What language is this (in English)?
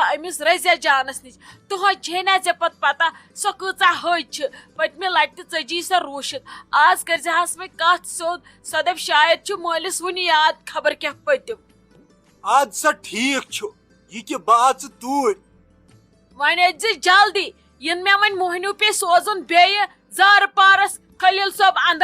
Kashmiri